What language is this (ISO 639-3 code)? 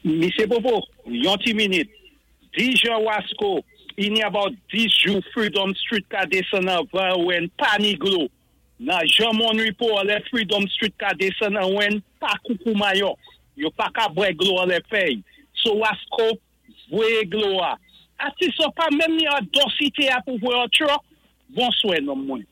acf